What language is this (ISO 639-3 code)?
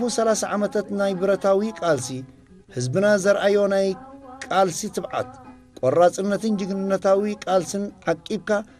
tir